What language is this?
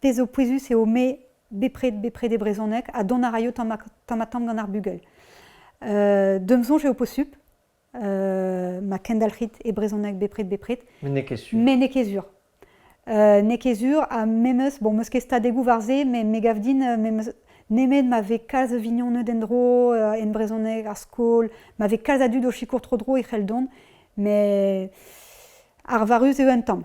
Breton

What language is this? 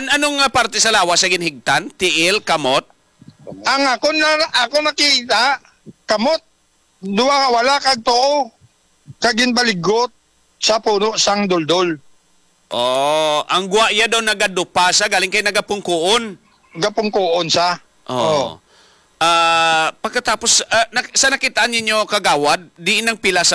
Hiligaynon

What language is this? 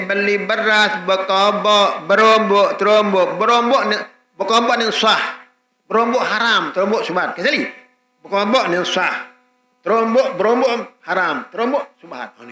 Sasak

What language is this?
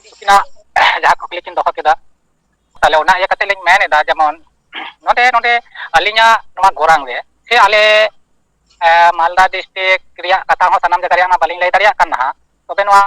Santali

